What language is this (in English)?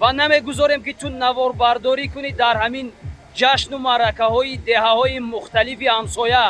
Tajik